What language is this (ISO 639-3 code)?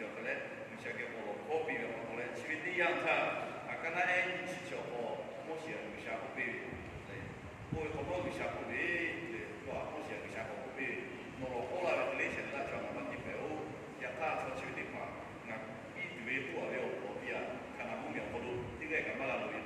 lhu